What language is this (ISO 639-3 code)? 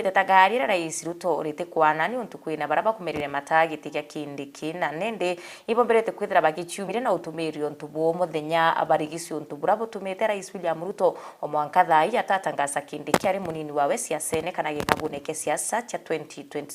mer